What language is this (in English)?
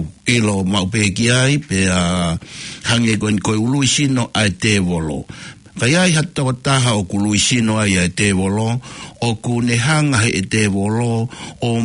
Tongan